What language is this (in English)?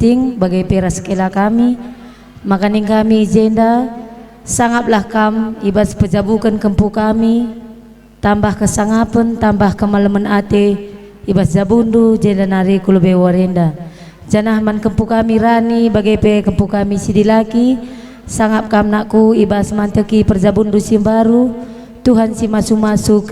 Batak Karo